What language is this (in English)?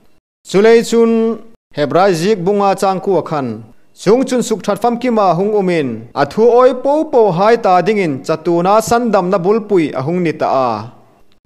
Hmar